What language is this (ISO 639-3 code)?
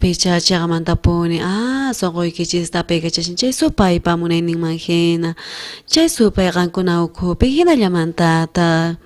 quh